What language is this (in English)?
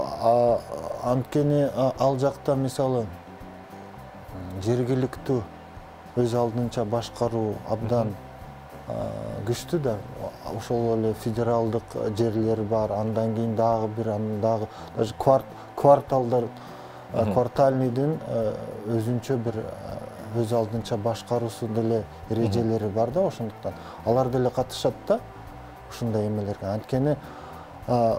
Kyrgyz